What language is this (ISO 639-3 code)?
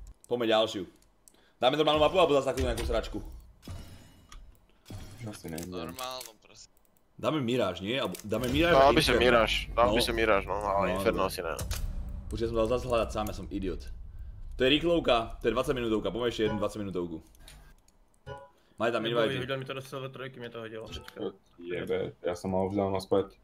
slk